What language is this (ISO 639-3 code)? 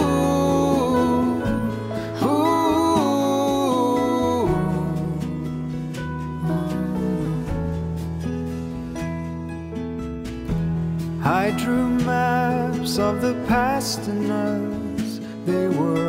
eng